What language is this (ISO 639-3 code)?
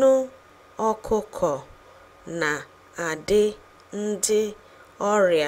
ibo